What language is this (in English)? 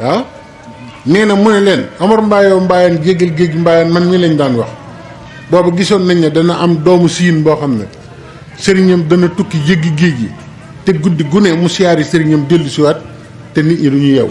Wolof